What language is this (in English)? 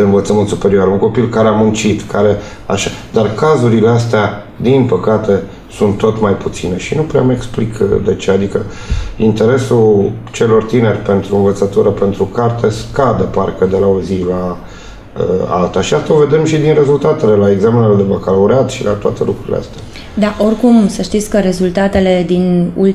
Romanian